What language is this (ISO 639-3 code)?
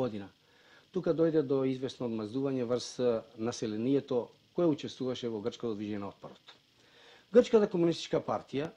mkd